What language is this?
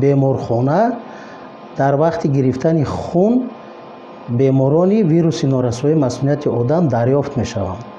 Tajik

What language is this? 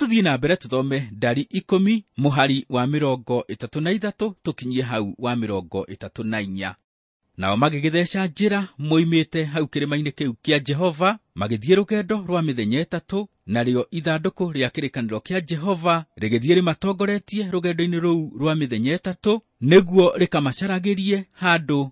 Kikuyu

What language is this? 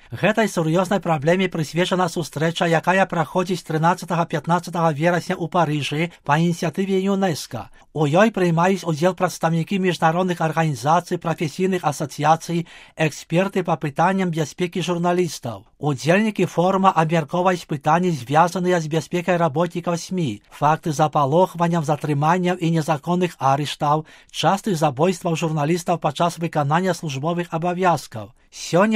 Belarusian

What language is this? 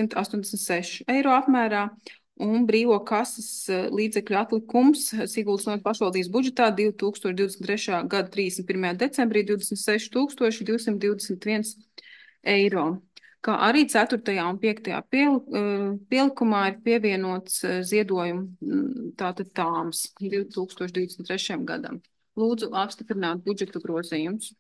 Latvian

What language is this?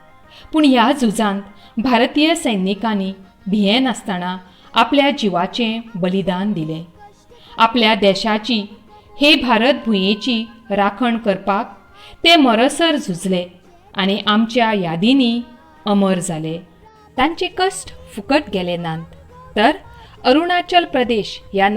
Konkani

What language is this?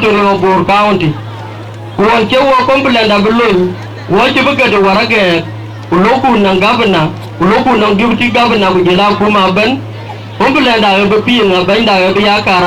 Dinka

